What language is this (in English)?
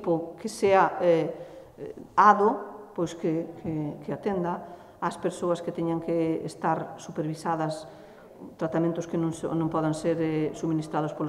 Galician